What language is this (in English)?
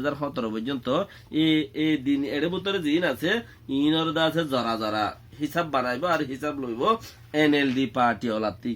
Rohingya